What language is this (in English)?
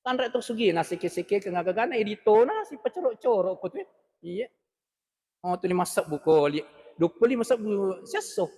Buginese